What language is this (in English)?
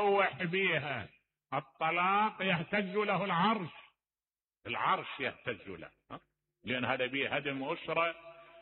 Mesopotamian Arabic